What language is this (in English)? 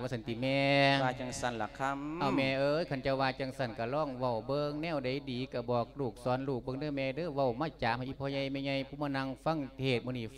Lao